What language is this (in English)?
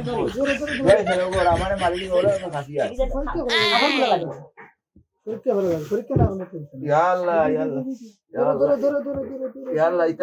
Sylheti